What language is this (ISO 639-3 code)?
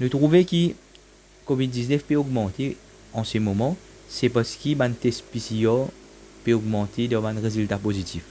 mfe